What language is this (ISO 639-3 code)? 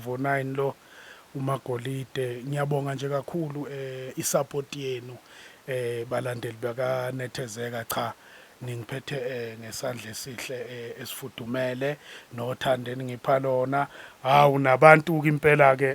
zul